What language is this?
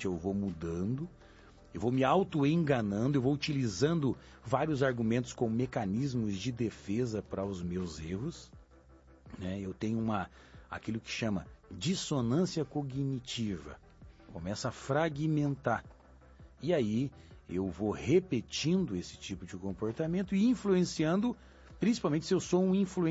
Portuguese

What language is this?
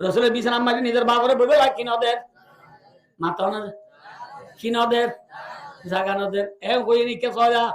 Rohingya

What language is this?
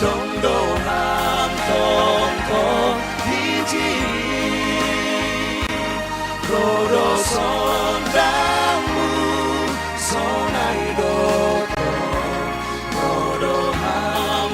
Batak Simalungun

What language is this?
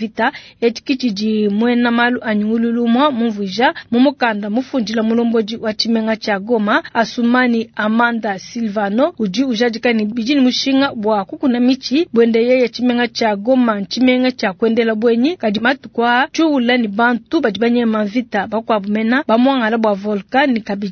Luba-Lulua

